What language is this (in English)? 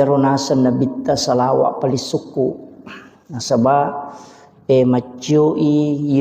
Buginese